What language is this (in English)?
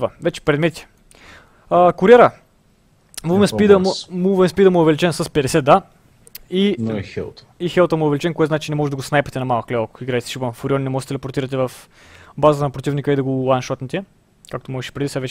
Bulgarian